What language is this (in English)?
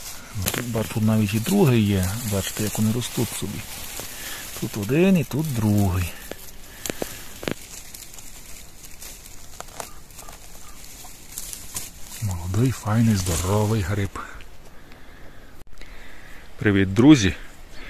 Ukrainian